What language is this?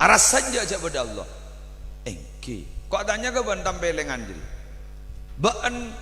Madurese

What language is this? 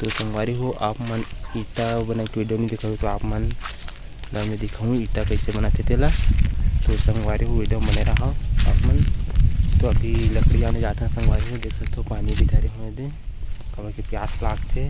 Chhattisgarhi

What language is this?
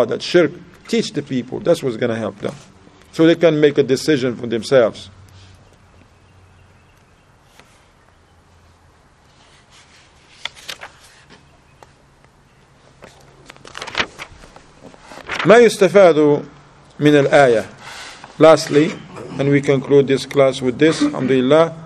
English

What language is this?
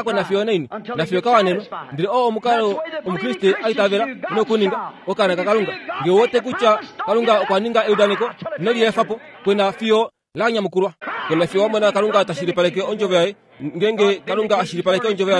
Kuanyama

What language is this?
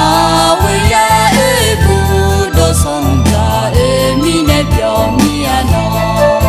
Akha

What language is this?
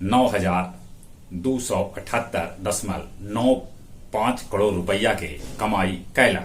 Magahi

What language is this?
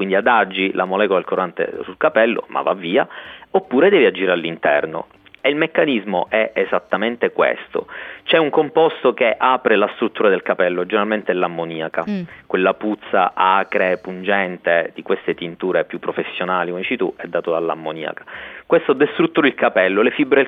Italian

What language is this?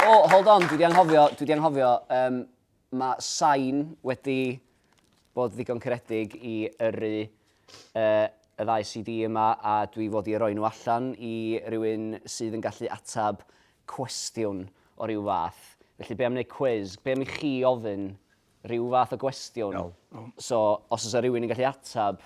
Welsh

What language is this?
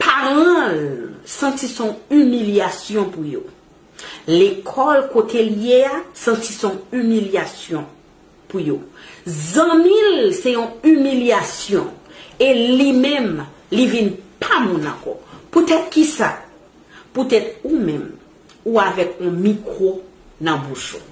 Haitian Creole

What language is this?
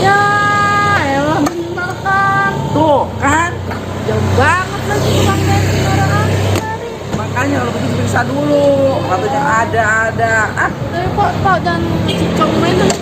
Betawi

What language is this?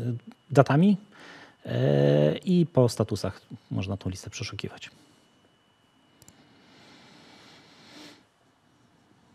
Polish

